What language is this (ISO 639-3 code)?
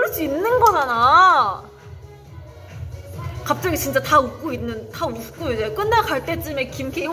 kor